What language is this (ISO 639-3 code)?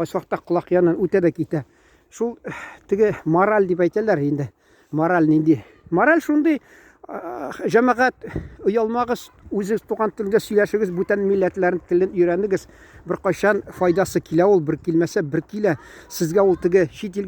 tat